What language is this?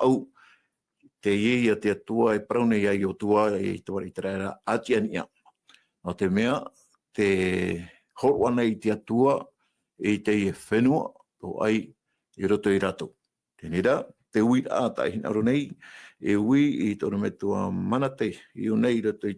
Tahitian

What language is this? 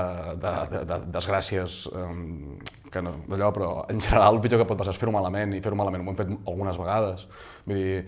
Catalan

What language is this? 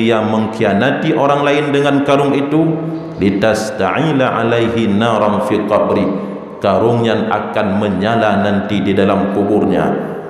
Achinese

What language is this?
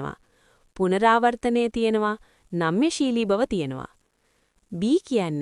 Sinhala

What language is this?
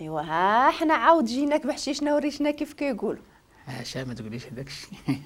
Moroccan Arabic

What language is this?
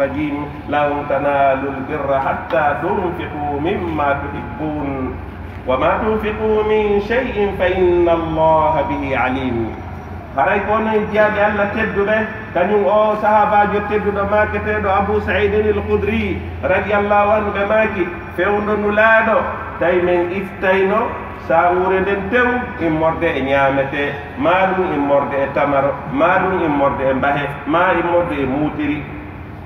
Pular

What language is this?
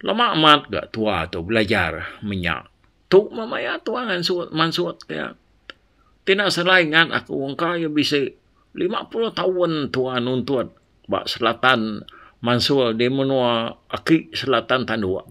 Iban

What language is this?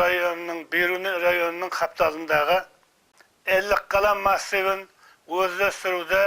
Kara-Kalpak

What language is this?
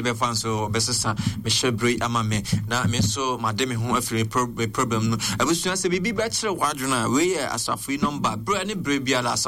Akan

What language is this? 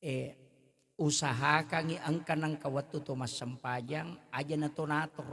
Buginese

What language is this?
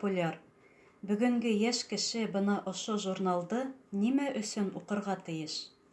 Bashkir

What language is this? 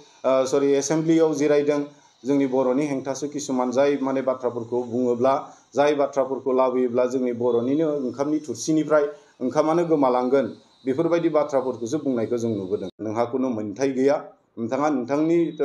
Bodo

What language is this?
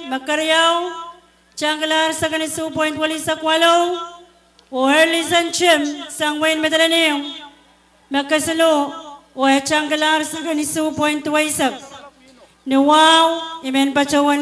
Pohnpeian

